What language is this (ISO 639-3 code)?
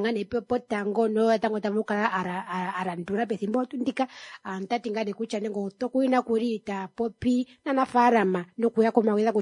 kua